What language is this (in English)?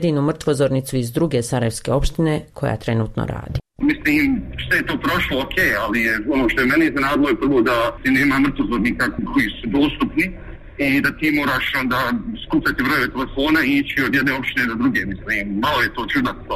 Bosnian